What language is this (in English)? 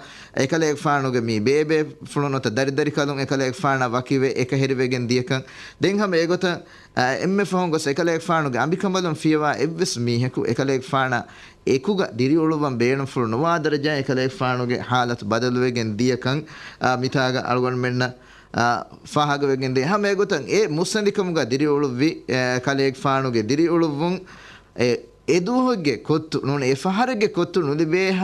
Divehi